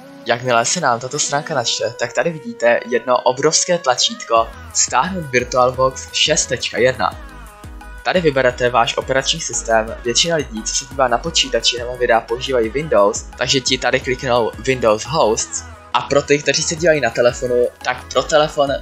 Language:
Czech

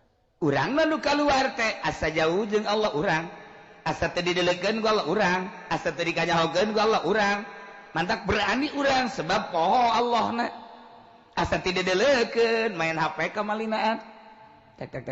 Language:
Sundanese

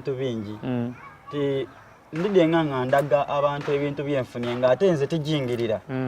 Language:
Soga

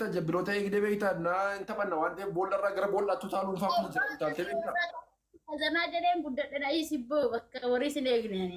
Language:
Oromo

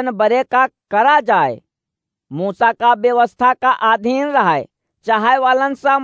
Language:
Awadhi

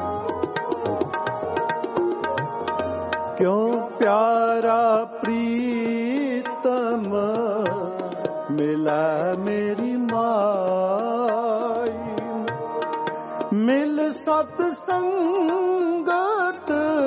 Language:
Punjabi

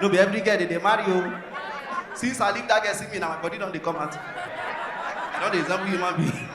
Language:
Nigerian Pidgin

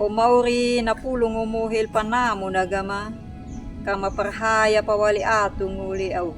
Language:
Anakalangu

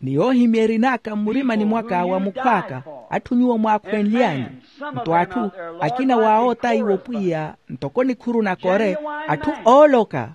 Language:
Makhuwa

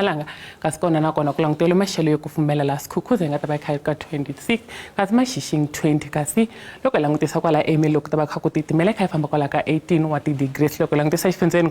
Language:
Tsonga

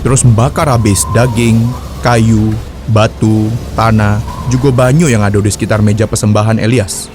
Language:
Musi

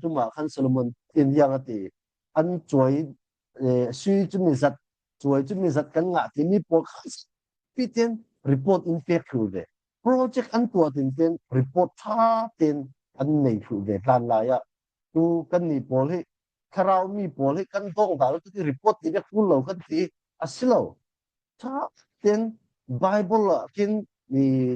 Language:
Falam Chin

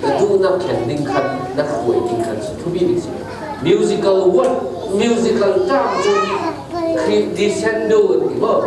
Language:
Falam Chin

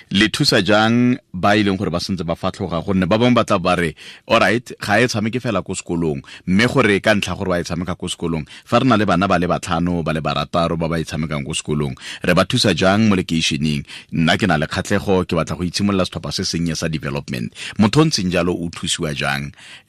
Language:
Tswana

